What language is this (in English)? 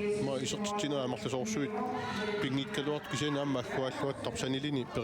Kalaallisut